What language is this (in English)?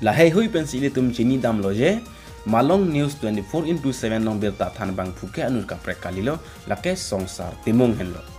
Karbi